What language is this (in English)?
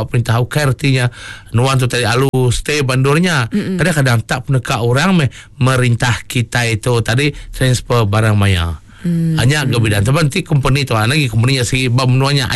Iban